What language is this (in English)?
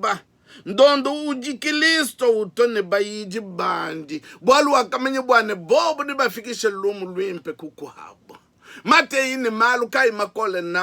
Luba-Lulua